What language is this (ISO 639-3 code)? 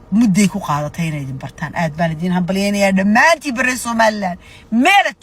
som